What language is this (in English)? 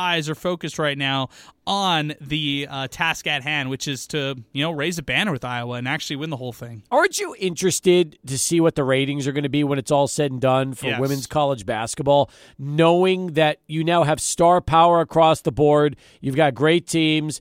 English